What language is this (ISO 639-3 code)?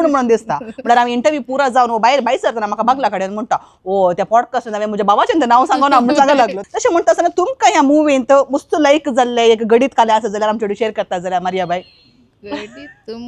kok